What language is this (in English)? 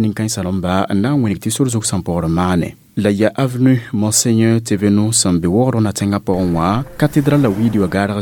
Mossi